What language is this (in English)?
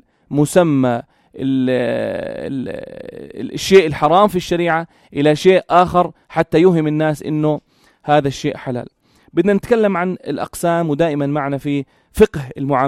North Levantine Arabic